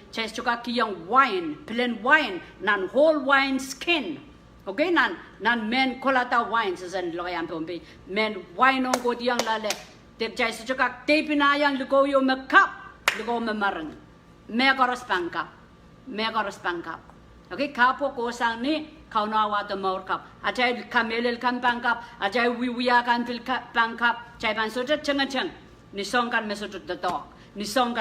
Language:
Pohnpeian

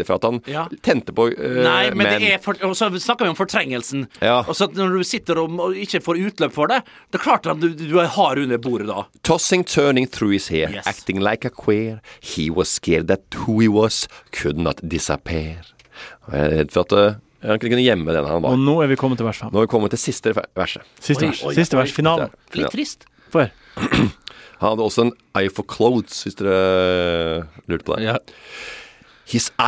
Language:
Norwegian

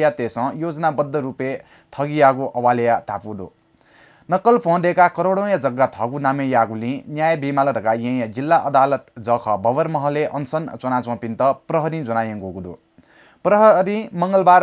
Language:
Newari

